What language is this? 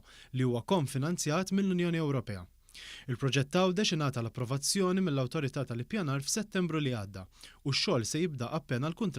Maltese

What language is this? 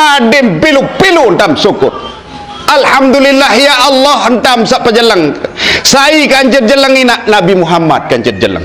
Sasak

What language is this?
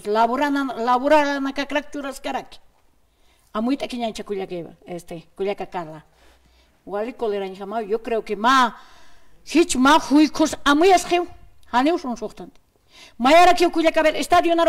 Aymara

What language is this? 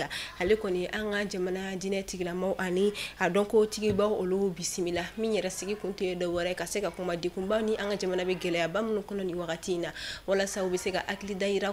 Bambara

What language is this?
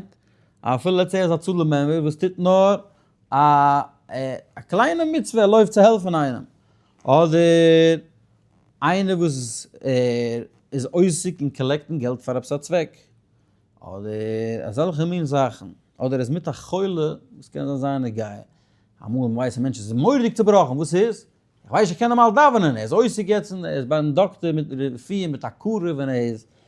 Yiddish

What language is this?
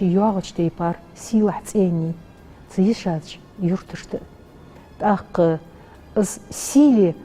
Ingush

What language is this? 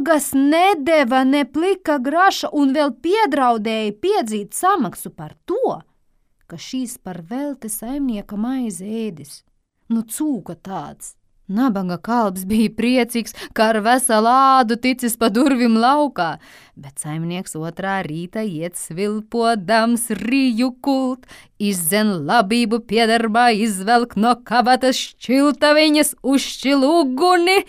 Latvian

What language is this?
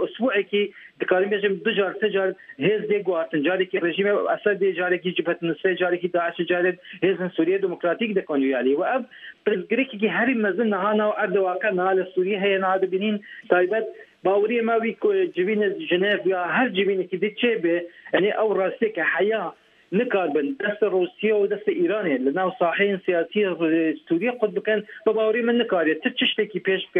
Kurdish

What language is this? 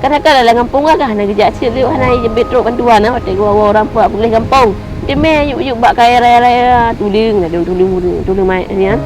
Achinese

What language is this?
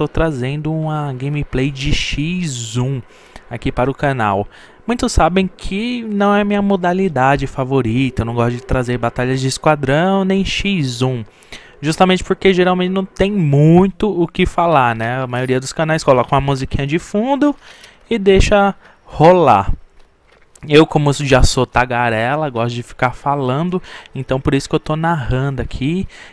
Portuguese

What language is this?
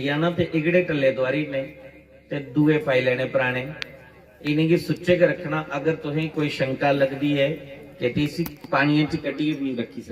Dogri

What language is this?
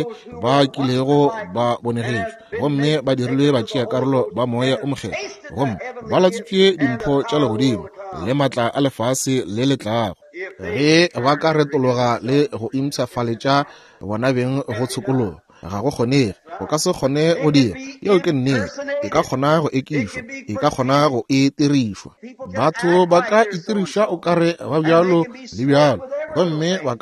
Northern Sotho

